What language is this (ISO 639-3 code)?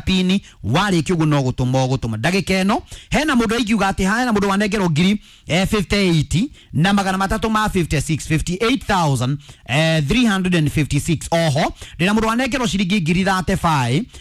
kik